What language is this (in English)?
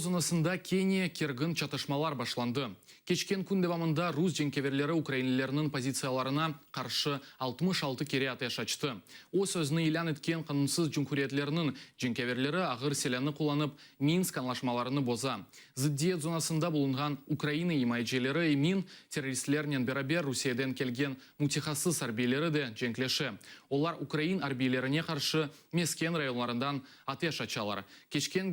Crimean Tatar